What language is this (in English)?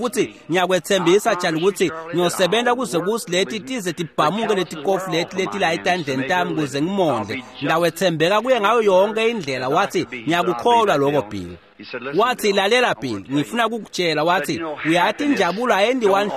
Swati